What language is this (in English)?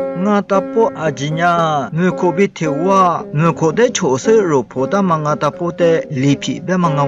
Lisu